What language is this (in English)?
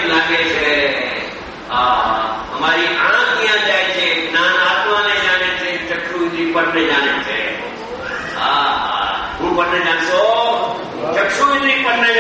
Gujarati